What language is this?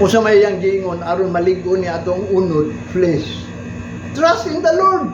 Cebuano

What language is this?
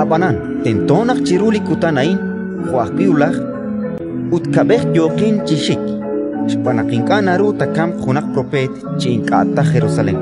Kekchí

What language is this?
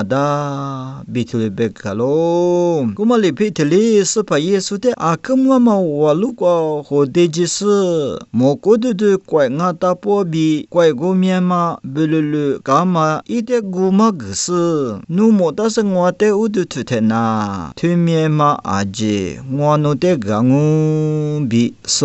Lisu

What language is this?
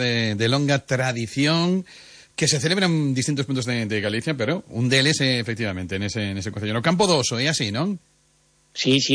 Galician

